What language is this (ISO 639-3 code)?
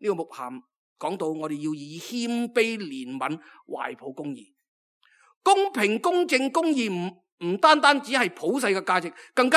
yue